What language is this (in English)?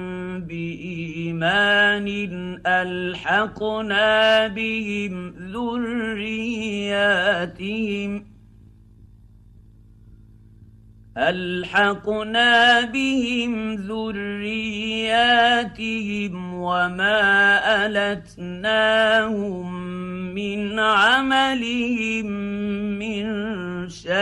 Arabic